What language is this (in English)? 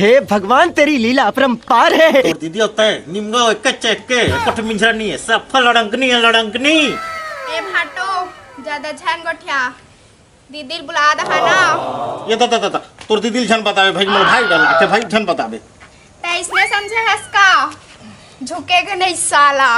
Chhattisgarhi